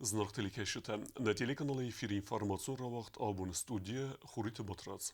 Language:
Ossetic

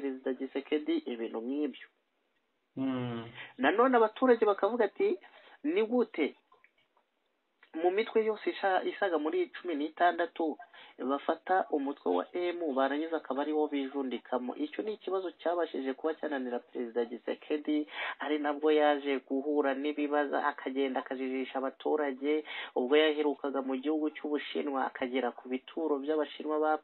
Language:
Kinyarwanda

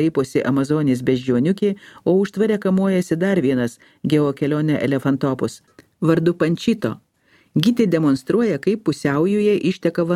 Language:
Lithuanian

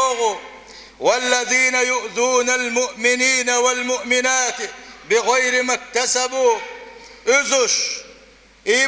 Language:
Chechen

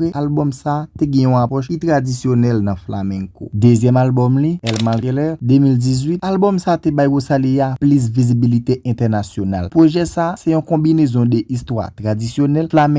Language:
Haitian Creole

